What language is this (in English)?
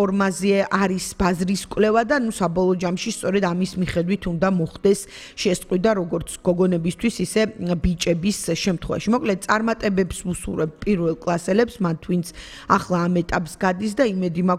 Georgian